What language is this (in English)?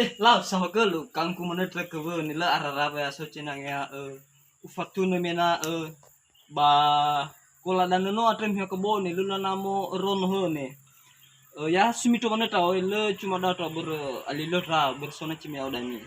Nias